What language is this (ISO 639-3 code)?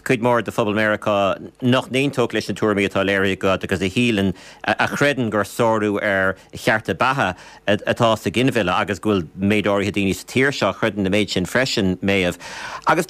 gle